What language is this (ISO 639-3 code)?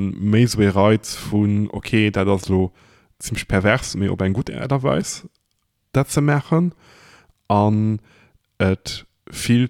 ltz